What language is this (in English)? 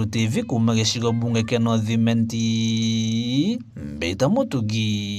Meru